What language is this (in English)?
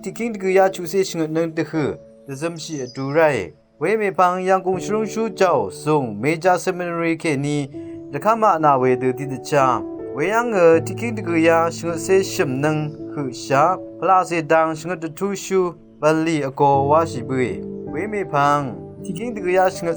Rawang